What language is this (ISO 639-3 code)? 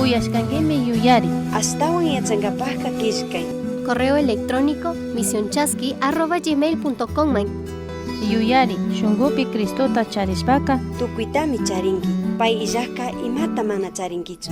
qug